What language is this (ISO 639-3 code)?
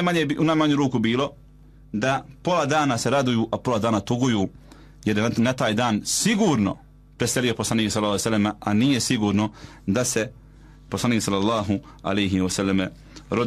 bos